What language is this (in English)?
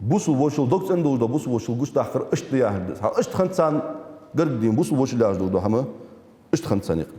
Ingush